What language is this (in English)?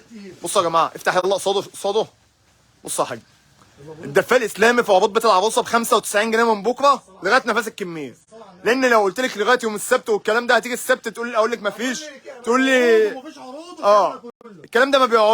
Egyptian Arabic